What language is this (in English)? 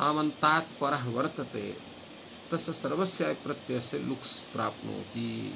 Sanskrit